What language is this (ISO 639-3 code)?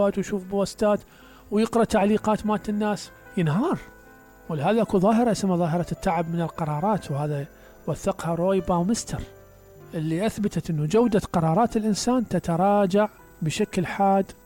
acm